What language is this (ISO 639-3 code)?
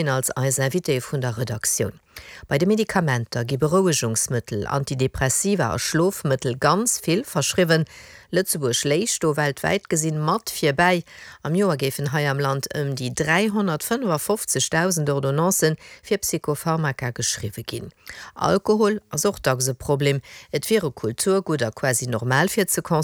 ltz